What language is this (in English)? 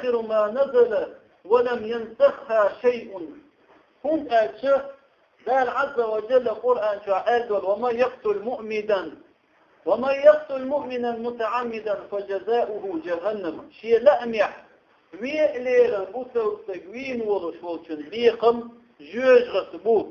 Chechen